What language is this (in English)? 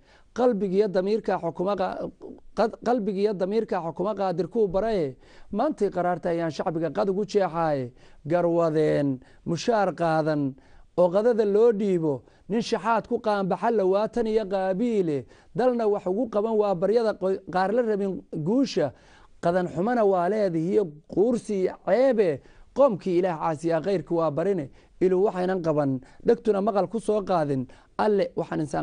Somali